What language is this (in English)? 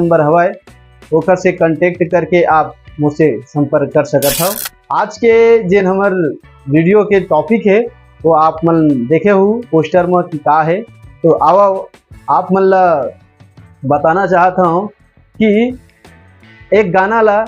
Chhattisgarhi